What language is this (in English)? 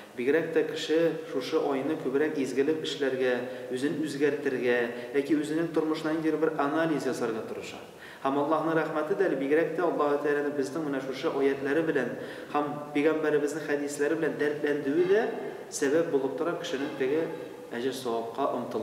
Tatar